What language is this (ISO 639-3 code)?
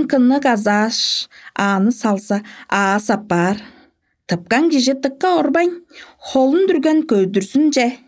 tyv